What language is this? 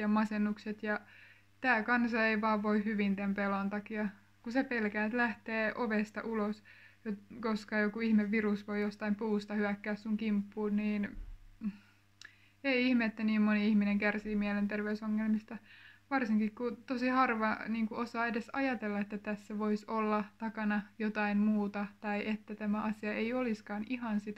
Finnish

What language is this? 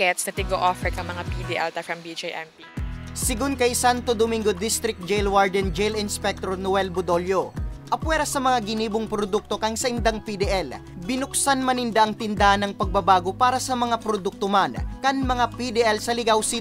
Bikol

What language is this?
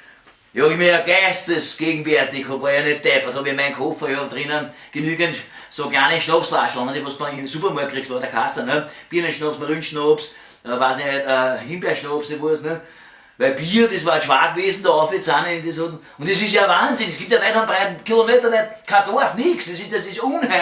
Bavarian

